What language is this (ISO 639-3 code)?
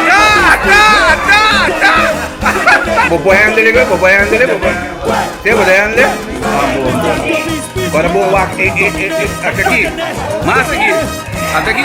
pap